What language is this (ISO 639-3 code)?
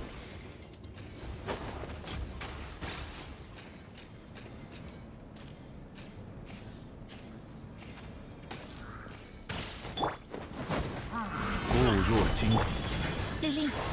zho